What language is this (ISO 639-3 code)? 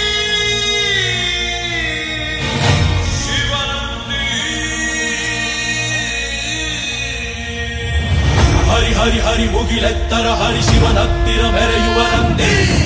kan